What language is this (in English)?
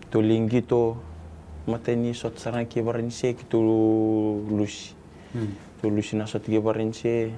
Fijian